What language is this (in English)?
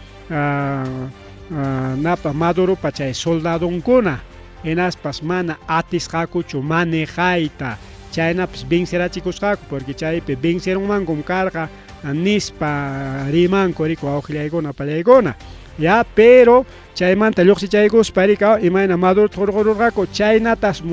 Ayacucho Quechua